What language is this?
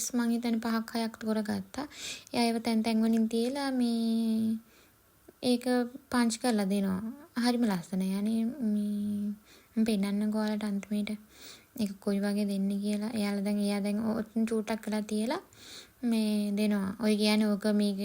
Sinhala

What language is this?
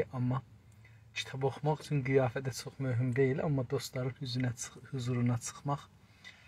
South Azerbaijani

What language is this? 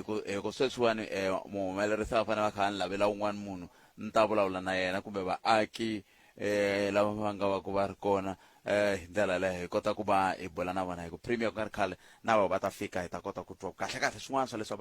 Tsonga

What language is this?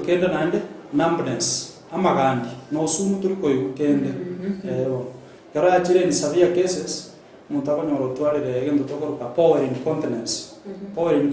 Gusii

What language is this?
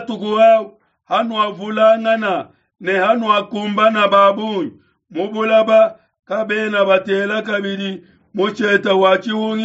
Luba-Lulua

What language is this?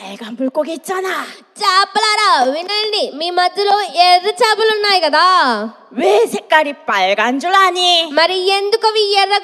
Telugu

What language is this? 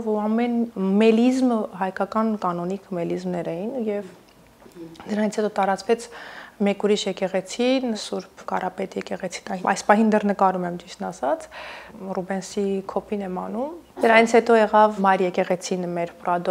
Armenian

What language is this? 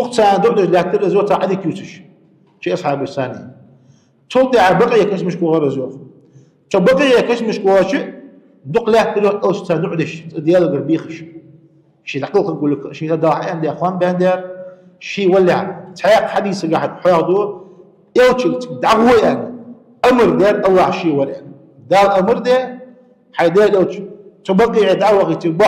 Ingush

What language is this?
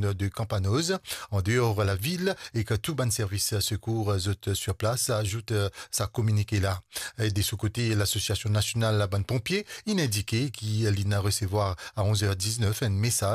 Morisyen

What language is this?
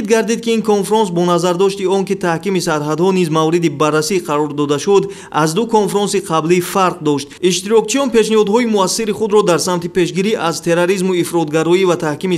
Tajik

